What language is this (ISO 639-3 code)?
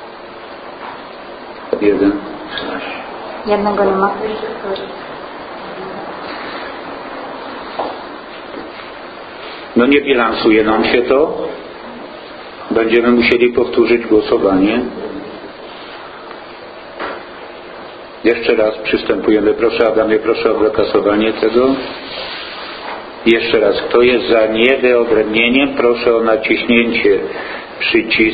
pol